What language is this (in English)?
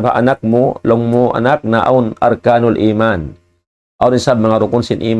Tausug